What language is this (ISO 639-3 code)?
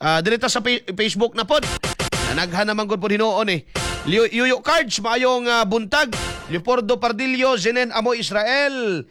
ceb